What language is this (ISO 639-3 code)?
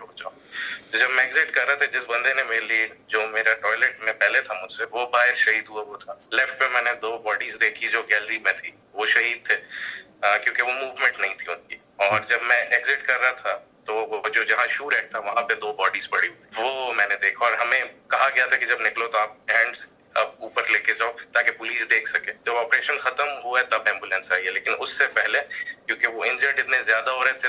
urd